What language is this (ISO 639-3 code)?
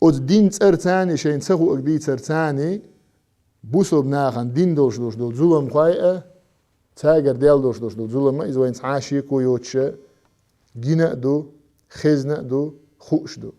che